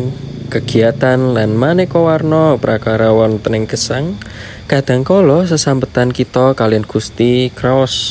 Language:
Javanese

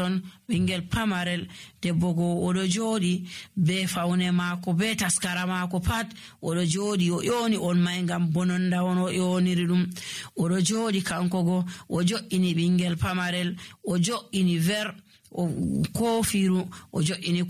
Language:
Nigerian Fulfulde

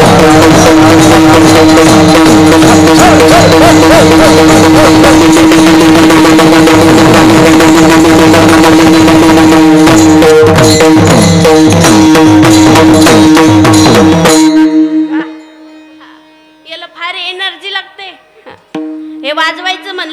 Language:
Marathi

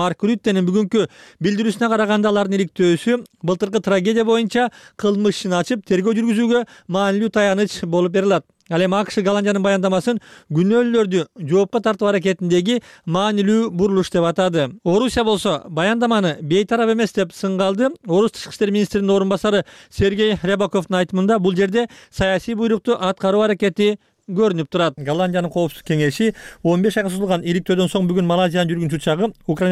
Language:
Kyrgyz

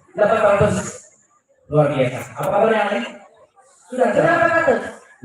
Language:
Banjar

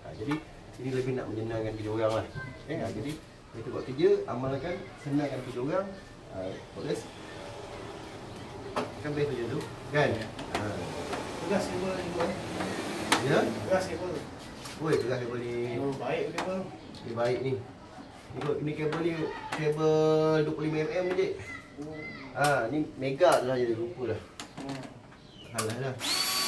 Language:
Malay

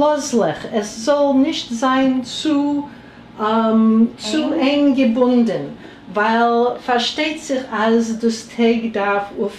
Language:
Yiddish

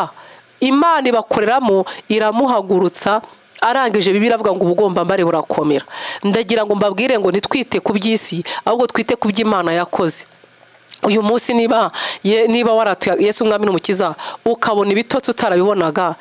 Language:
Kinyarwanda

